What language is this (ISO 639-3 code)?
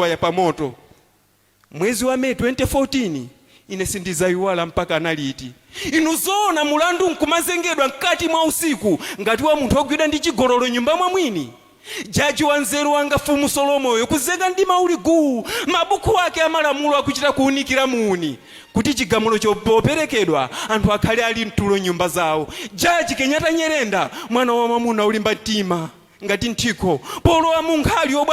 nya